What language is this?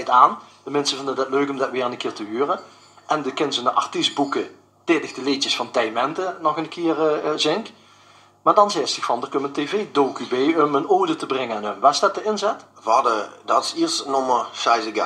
Limburgish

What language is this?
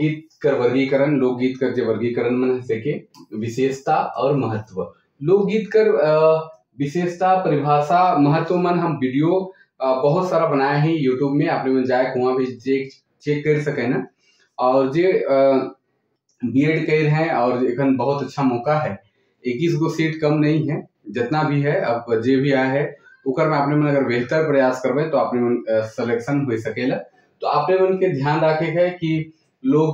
Sadri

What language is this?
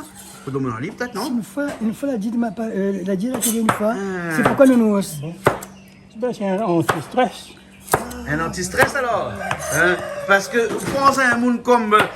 Réunion Creole French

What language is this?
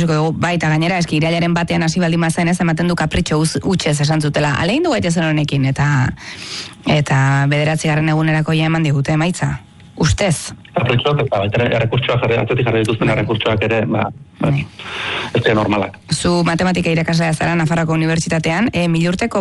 Basque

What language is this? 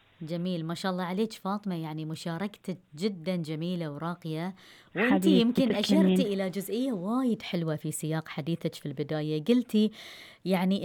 Gulf Arabic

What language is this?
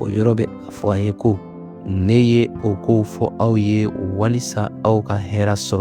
Bambara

